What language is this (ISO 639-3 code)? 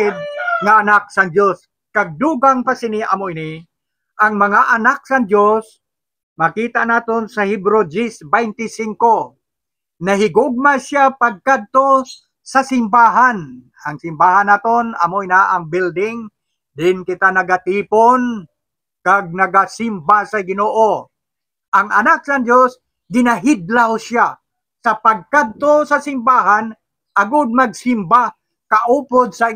hil